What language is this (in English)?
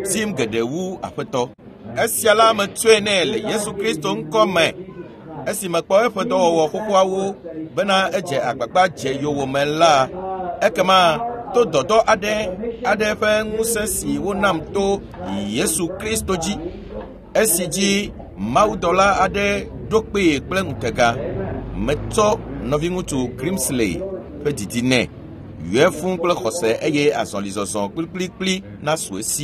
Ewe